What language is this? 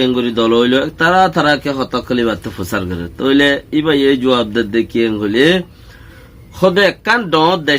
Rohingya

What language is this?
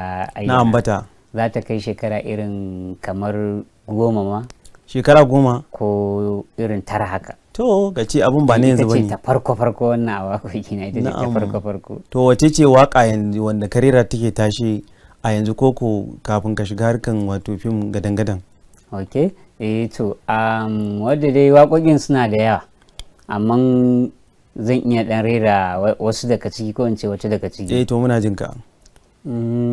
Hausa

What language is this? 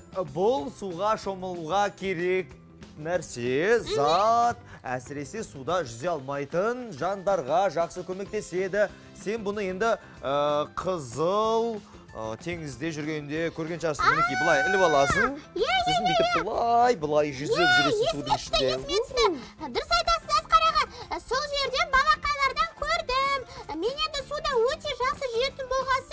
Kazakh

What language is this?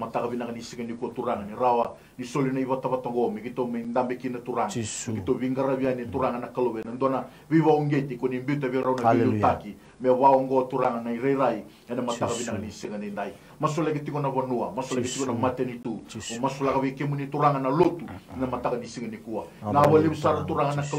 Fijian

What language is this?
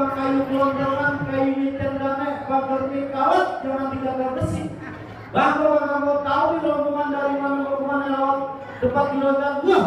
Betawi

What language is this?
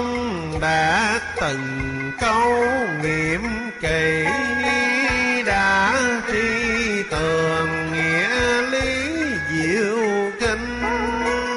Vietnamese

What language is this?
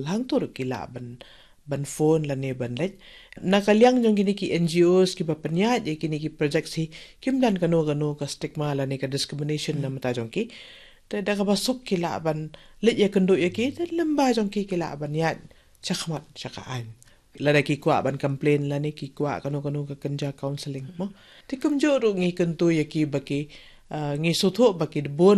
Khasi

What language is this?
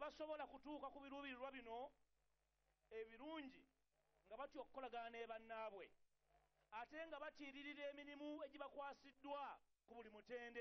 Ganda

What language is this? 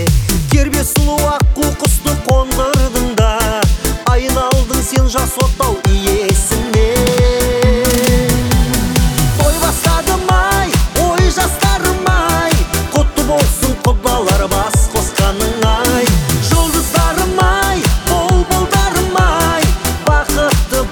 Kazakh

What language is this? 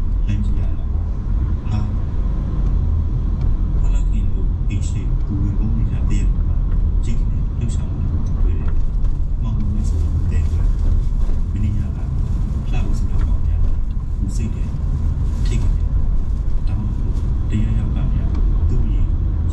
Burmese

